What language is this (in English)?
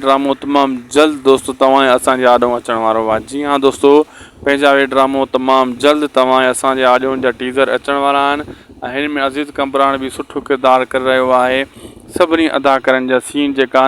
Sindhi